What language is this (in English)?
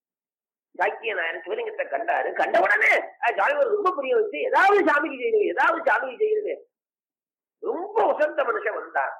Tamil